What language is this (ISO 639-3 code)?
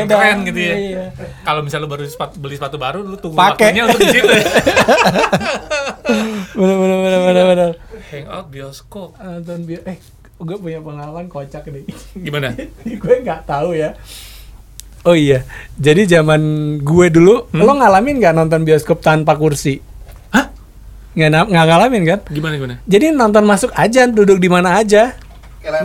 ind